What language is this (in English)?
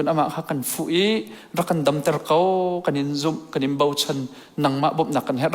Hakha Chin